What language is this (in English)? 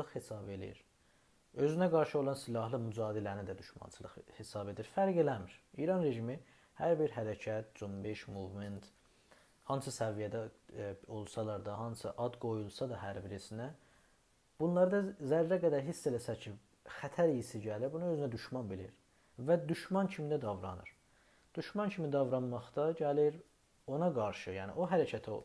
South Azerbaijani